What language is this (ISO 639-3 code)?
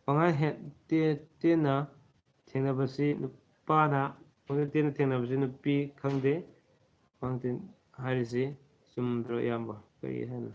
mni